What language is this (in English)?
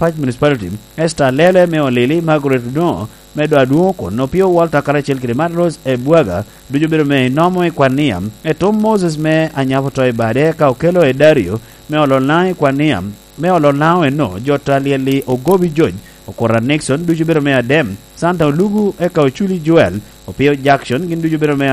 Lango (Uganda)